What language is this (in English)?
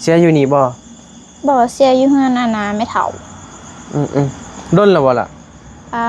Northeastern Thai